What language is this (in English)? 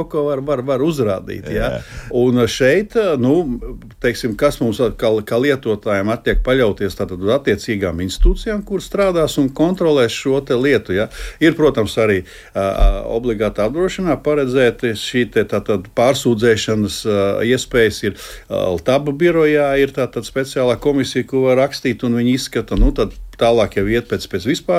Latvian